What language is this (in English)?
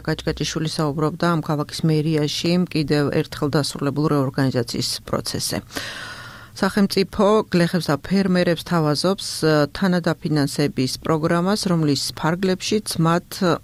Georgian